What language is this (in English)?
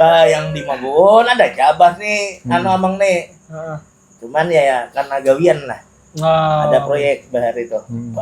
Banjar